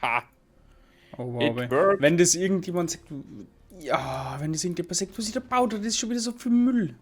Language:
Bavarian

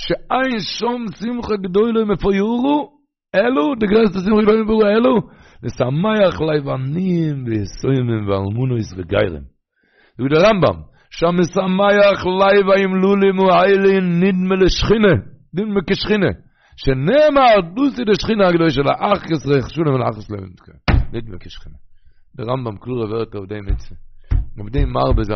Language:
Yiddish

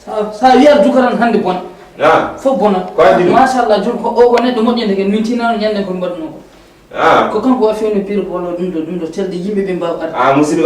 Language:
Fula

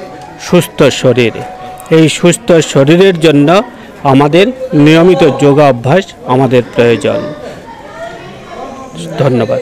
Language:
Bangla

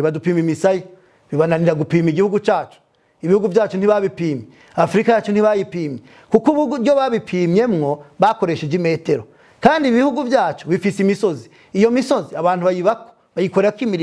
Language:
Rundi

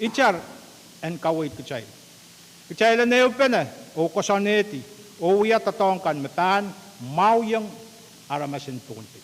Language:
Pohnpeian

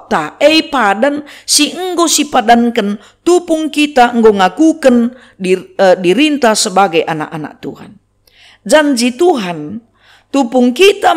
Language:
Batak Karo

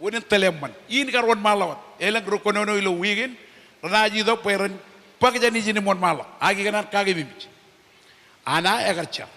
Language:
Marshallese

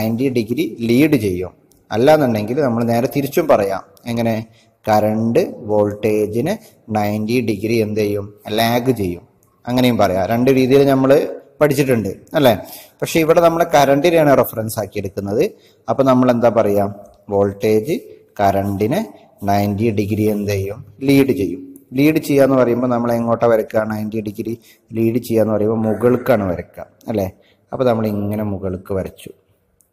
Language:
Malayalam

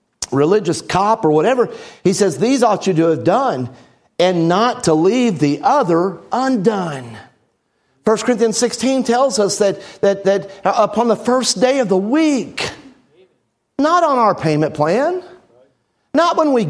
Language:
English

